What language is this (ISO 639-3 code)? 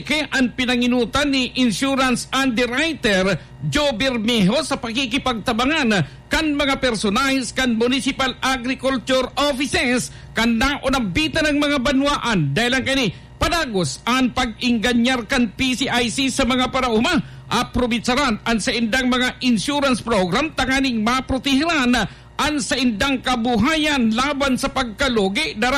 bik